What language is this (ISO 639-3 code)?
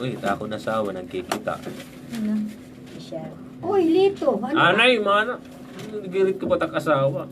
war